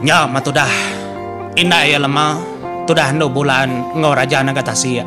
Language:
Iban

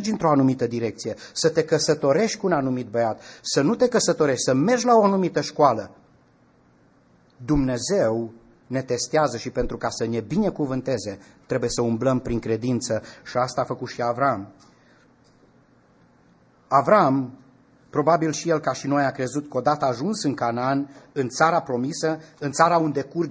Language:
Romanian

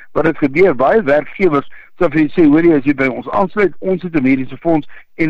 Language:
Afrikaans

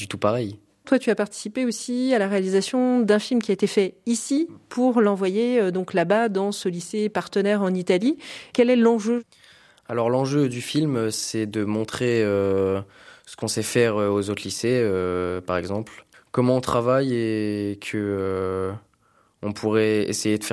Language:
French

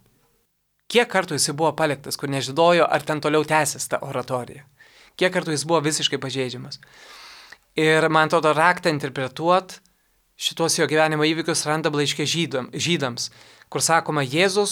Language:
Lithuanian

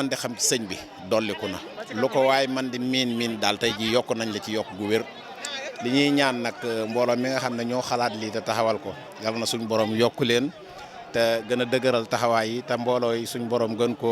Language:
Wolof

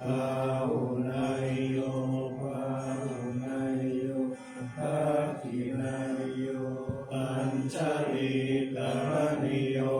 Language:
Pali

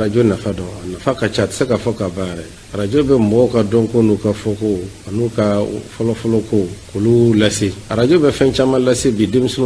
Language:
Bambara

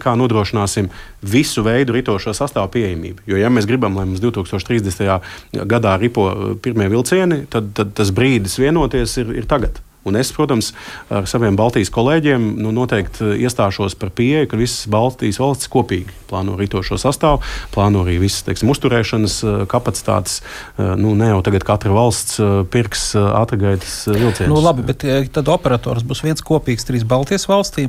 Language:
Latvian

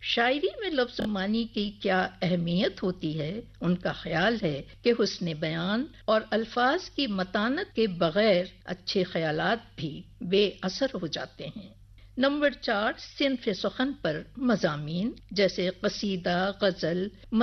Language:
Urdu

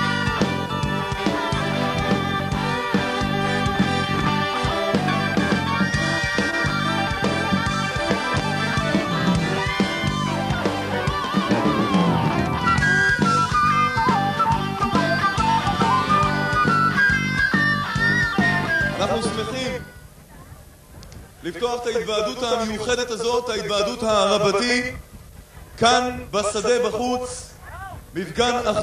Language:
Hebrew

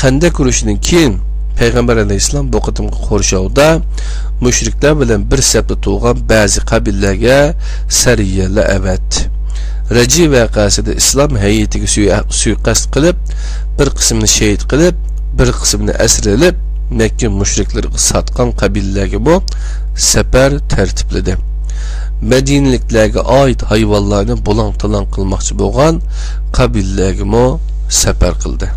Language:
Uyghur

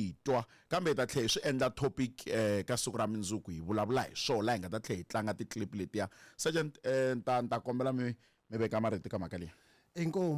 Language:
Tsonga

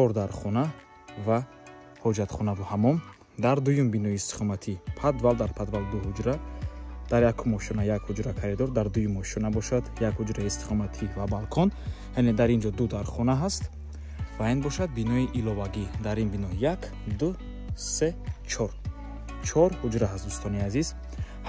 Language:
Tajik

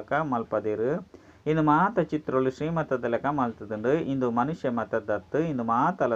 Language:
Tulu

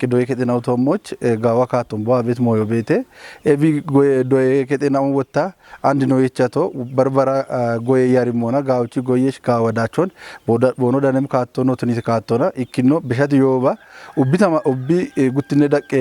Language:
Kafa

